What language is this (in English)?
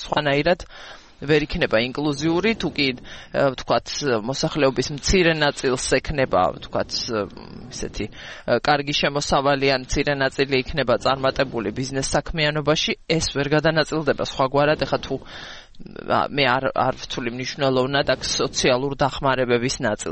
Georgian